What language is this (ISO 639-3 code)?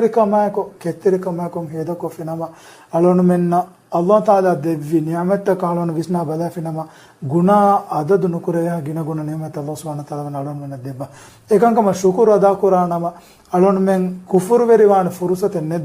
div